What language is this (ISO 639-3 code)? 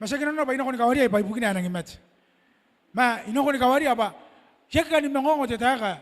gil